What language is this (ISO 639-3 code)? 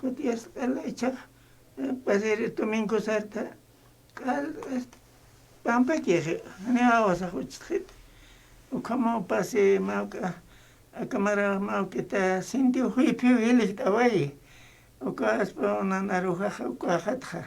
aym